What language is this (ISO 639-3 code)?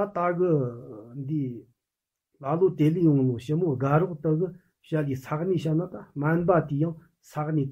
bod